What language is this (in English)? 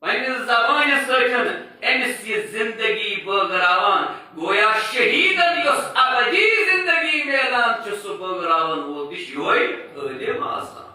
Kashmiri